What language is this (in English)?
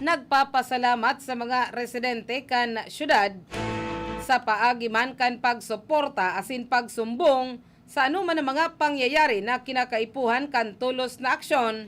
Bikol